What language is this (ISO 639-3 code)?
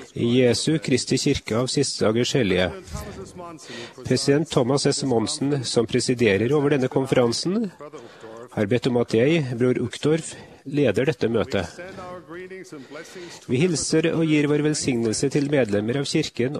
nor